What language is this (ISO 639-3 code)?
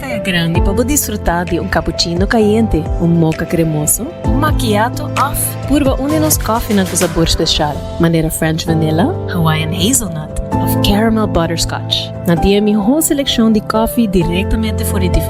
pap